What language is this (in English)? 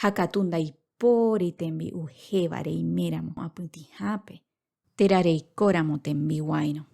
Guarani